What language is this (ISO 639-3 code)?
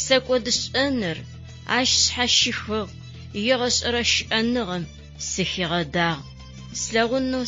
ady